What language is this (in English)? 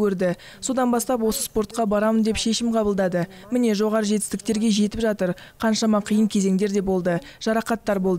Kazakh